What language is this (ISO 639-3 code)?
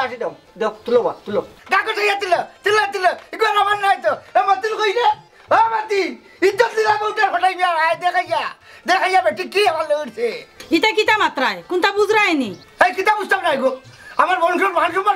syl